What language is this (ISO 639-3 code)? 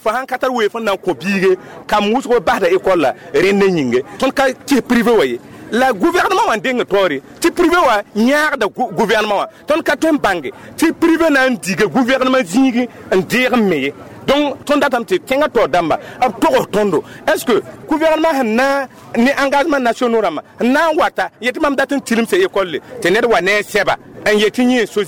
mos